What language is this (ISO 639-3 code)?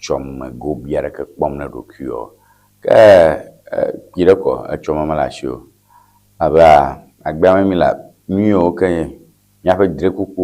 ewe